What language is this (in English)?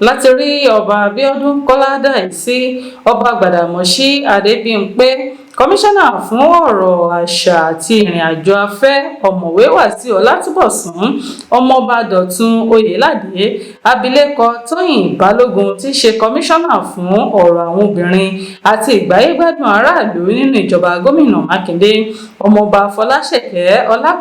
Yoruba